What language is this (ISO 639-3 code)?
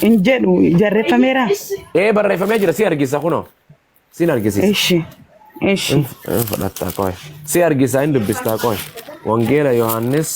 orm